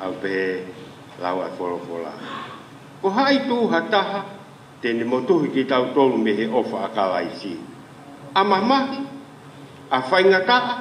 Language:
Tongan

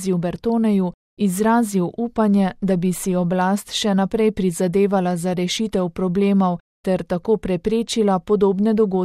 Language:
Slovenian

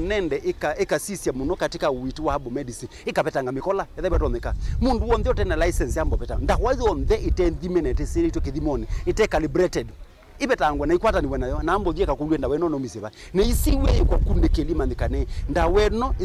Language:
Kamba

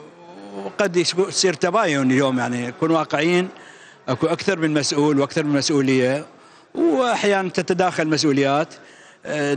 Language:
Mesopotamian Arabic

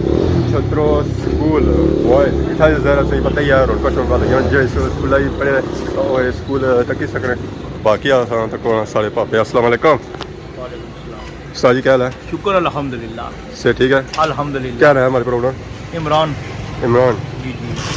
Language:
Pahari-Potwari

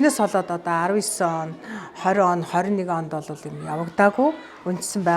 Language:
Mongolian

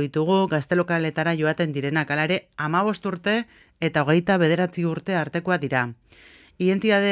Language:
Basque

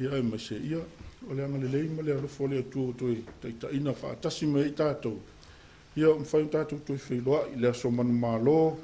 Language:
Samoan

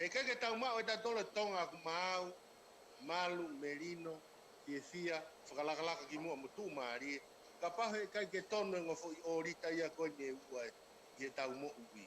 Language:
Tongan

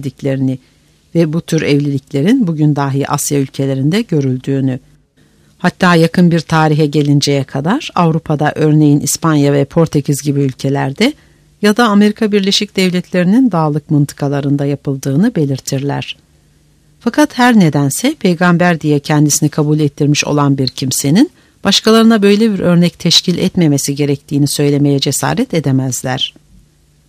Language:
Turkish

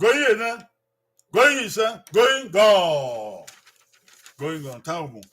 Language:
Bini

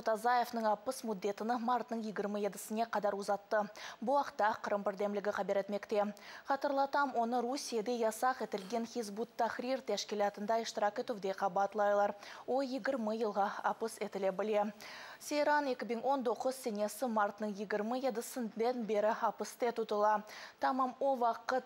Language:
Crimean Tatar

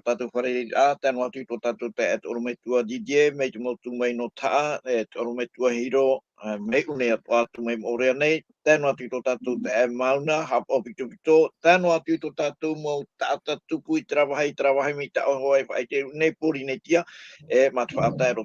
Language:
Tahitian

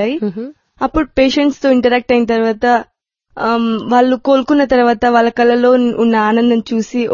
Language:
Telugu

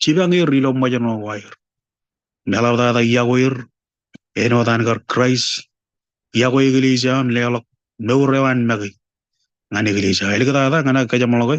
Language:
Marshallese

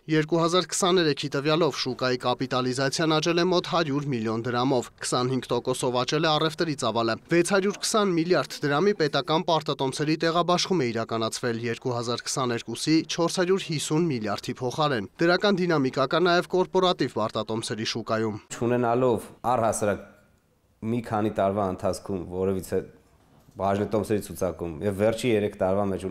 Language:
Armenian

